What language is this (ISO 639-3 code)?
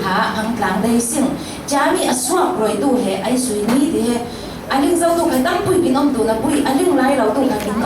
cfm